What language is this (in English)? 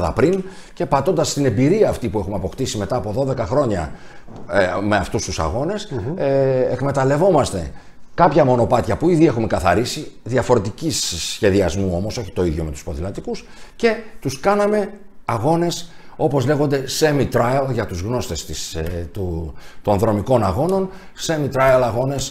Greek